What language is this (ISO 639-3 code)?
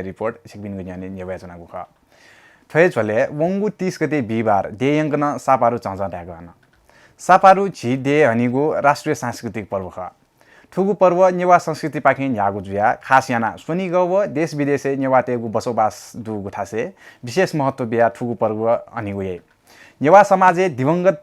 new